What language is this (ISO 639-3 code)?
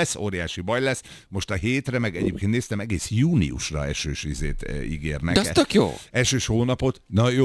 hun